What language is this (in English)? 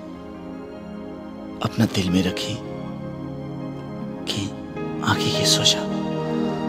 Bhojpuri